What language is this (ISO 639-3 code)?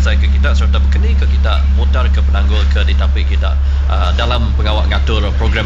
iba